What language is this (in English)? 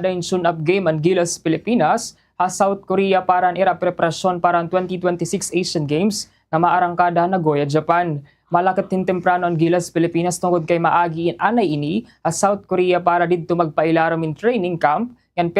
Waray